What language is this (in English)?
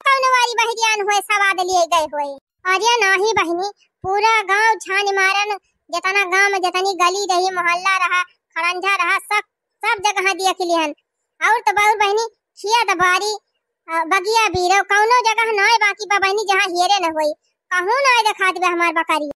Awadhi